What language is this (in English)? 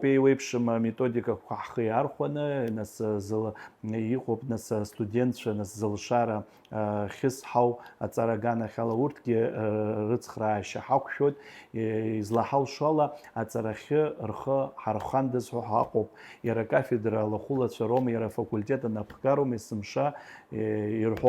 Abkhazian